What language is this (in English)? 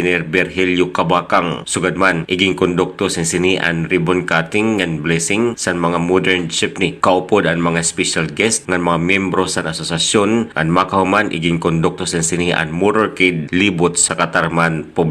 Waray